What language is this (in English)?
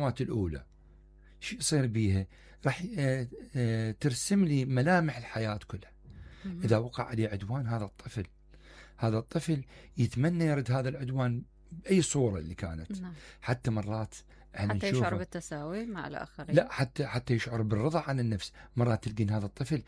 Mesopotamian Arabic